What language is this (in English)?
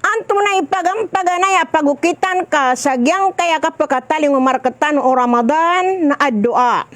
Maranao